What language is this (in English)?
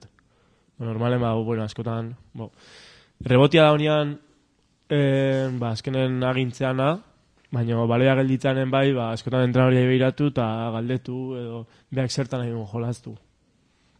Basque